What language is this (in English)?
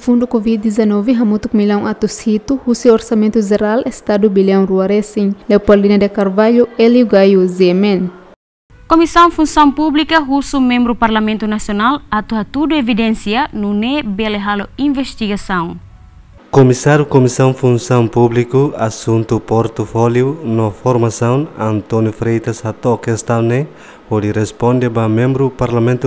Tetum